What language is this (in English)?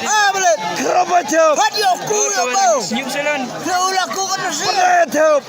Khasi